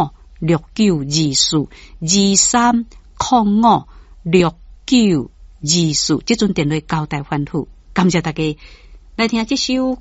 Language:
Min Nan Chinese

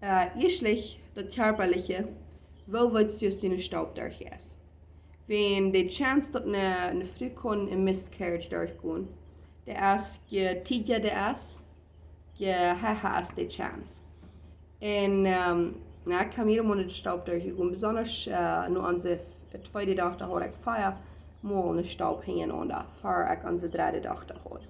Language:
Plautdietsch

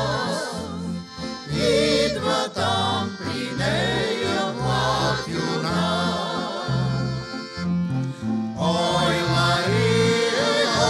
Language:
Bulgarian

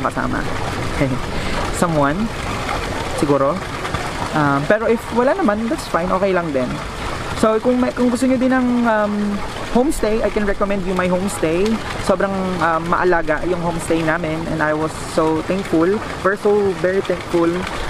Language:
Filipino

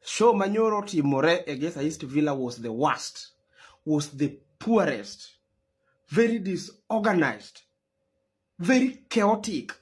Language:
Luo (Kenya and Tanzania)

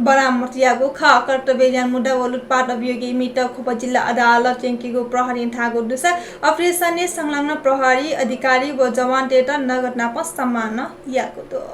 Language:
Newari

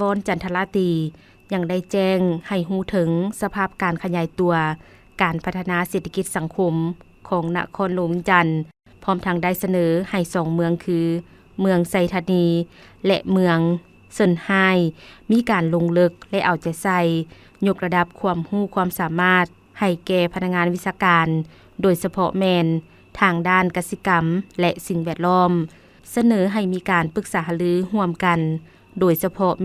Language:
Lao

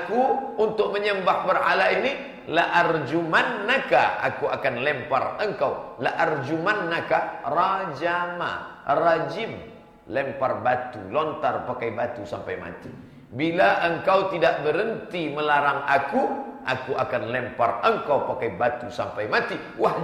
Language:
Indonesian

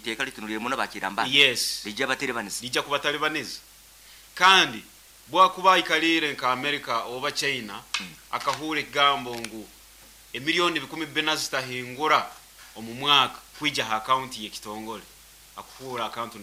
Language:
Nyoro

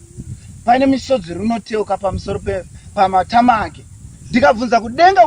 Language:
Shona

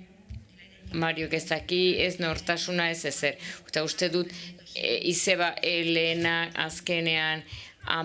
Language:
Basque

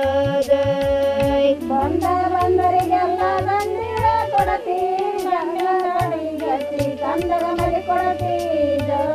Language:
Kannada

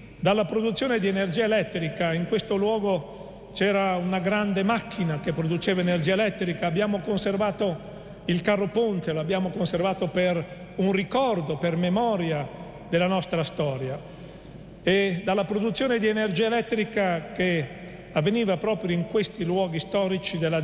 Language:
Italian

